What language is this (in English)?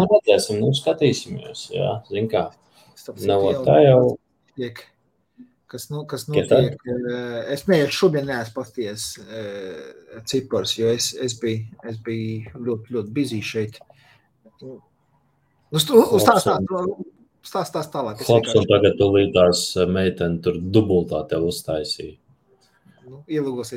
Latvian